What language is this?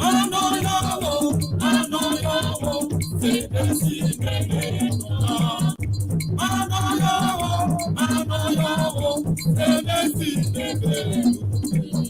Ewe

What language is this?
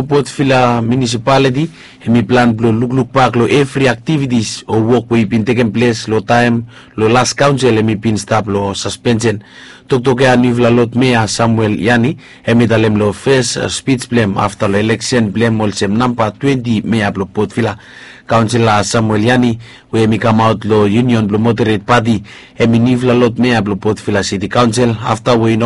Bislama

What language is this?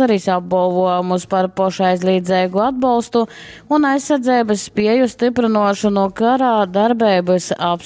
Latgalian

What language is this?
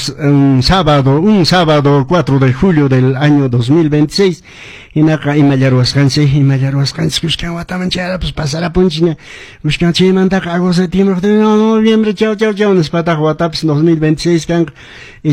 Quechua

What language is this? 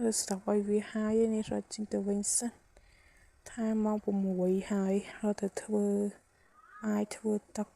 Khmer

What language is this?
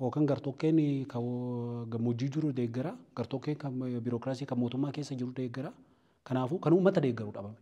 Oromo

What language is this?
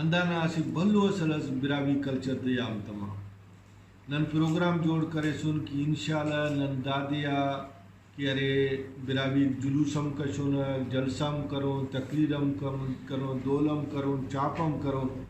Brahui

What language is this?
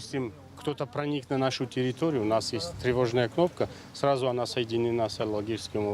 Ossetic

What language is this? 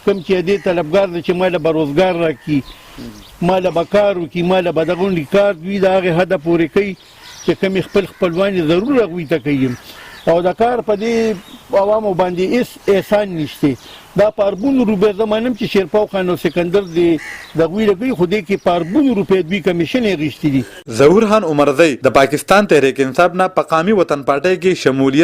Pashto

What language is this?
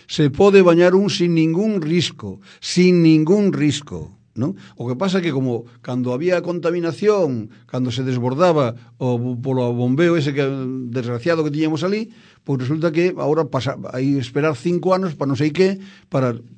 Galician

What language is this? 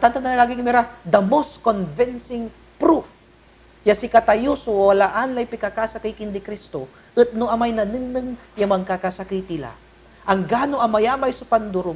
Pangasinan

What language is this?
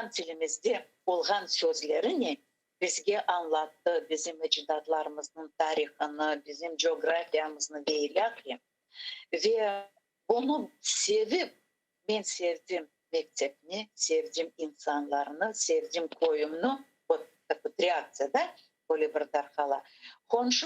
Crimean Tatar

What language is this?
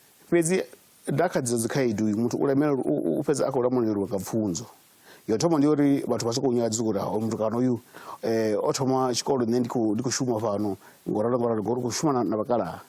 Venda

